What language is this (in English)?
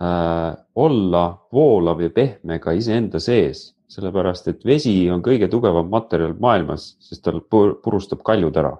Estonian